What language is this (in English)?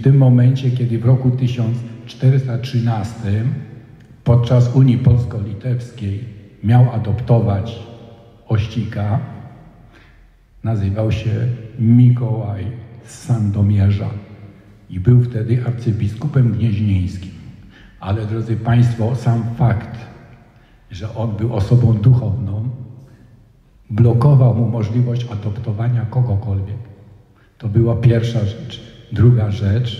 Polish